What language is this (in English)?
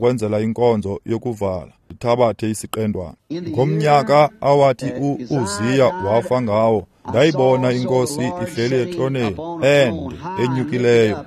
Xhosa